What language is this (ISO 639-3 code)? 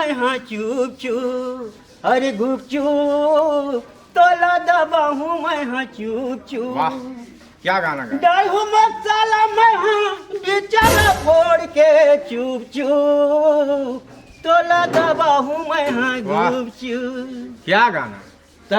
hne